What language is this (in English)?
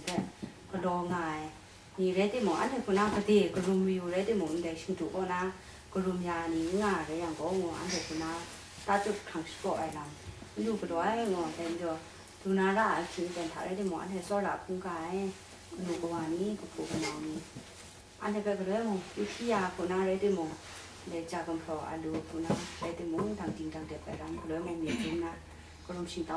Kachin